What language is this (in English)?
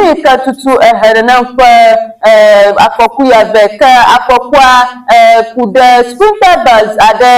Ewe